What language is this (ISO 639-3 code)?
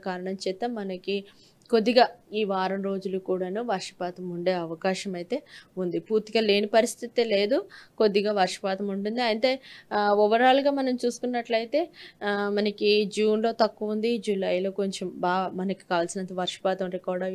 tel